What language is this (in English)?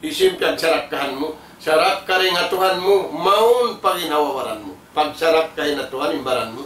Tausug